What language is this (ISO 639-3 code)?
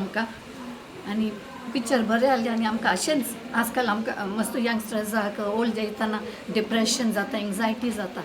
kok